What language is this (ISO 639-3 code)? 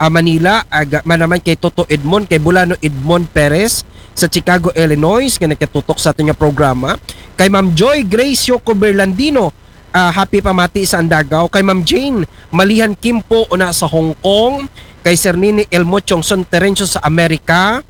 akl